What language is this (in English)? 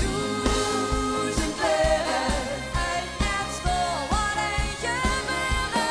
Limburgish